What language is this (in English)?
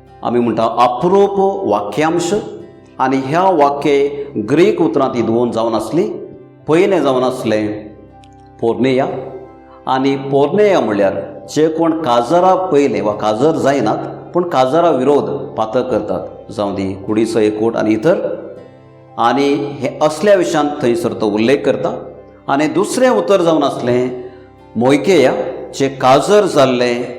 Konkani